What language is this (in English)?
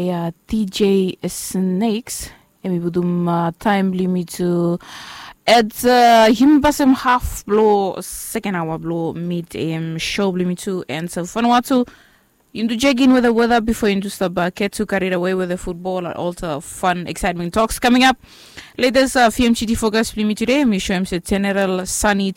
Bislama